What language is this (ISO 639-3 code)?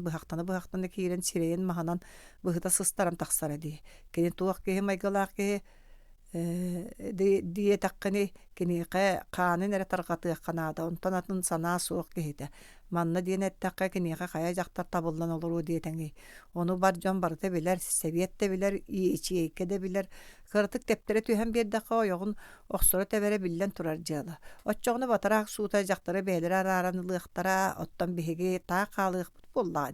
sah